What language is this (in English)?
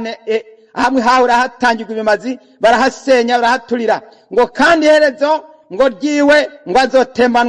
Rundi